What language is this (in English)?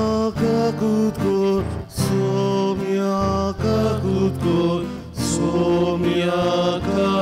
Konkani